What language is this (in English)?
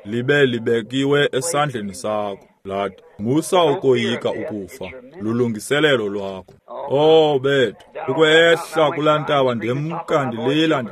Xhosa